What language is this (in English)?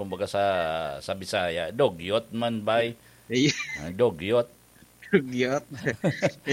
Bikol